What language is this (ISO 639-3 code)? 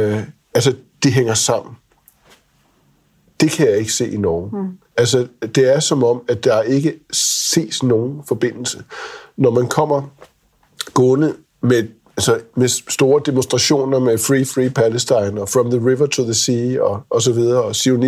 dan